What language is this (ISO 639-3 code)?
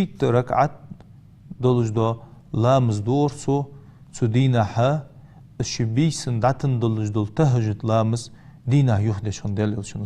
inh